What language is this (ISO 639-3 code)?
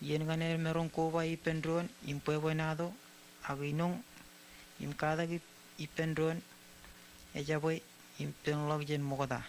mah